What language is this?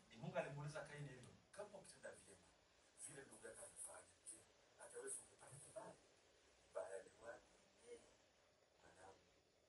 Swahili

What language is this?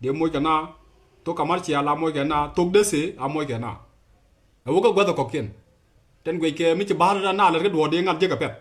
Nuer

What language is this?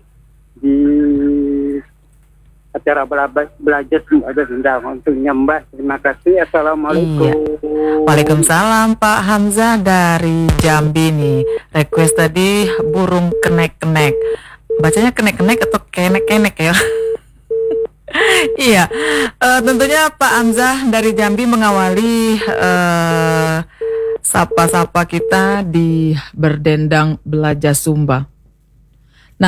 Indonesian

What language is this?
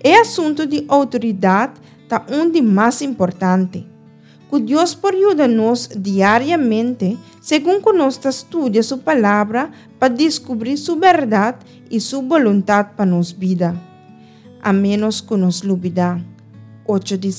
Papiamento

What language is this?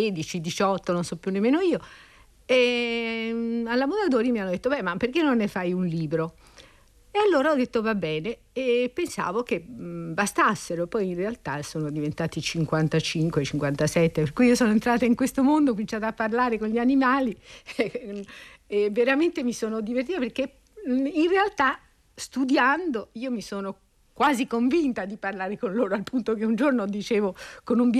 Italian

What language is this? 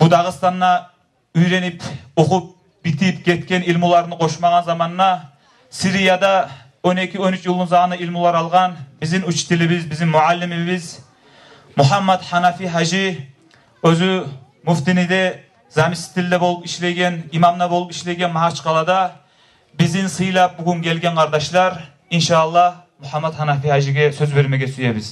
Kumyk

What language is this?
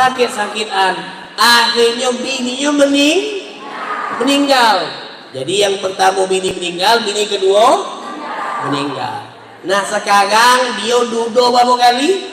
Musi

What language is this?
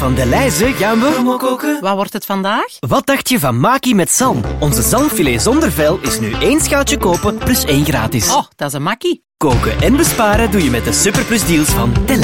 Dutch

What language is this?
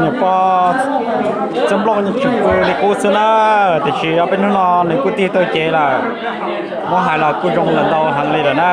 Hmong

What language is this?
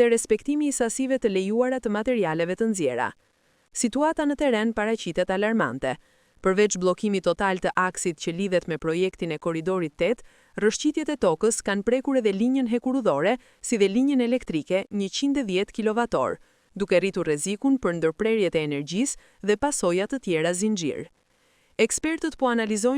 Albanian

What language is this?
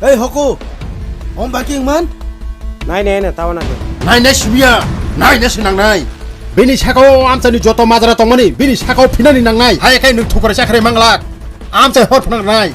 Kok Borok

